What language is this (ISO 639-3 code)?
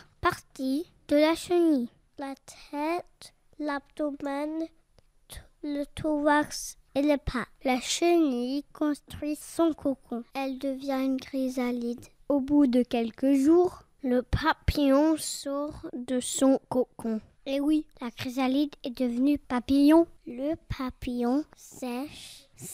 fra